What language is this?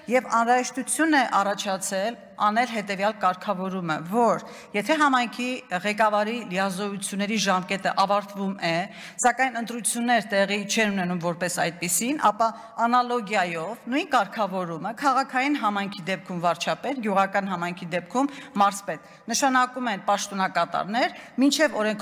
Armenian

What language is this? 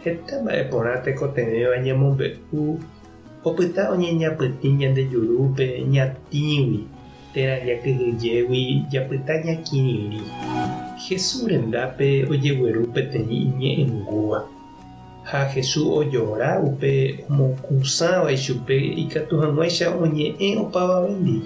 Guarani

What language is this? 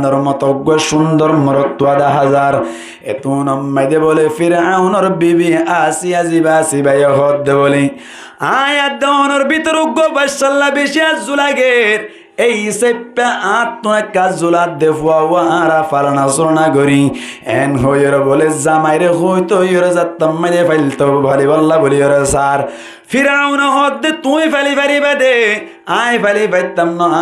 Rohingya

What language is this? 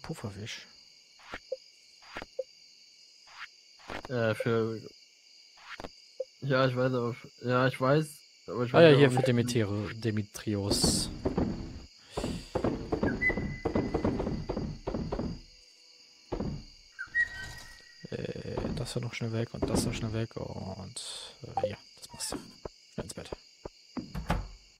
German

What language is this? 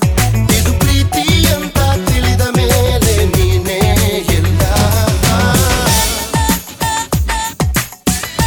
Kannada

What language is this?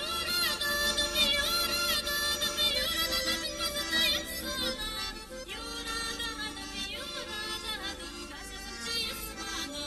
Chuvash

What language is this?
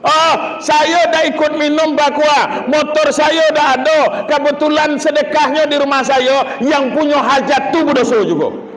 Minangkabau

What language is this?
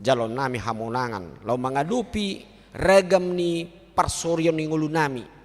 Batak Toba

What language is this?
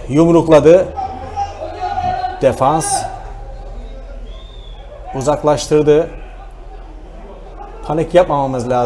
Turkish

